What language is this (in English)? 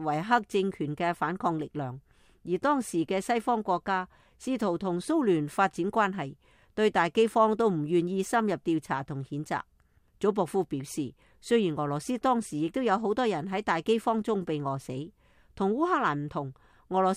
Cantonese